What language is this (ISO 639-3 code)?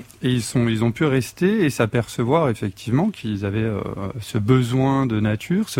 fra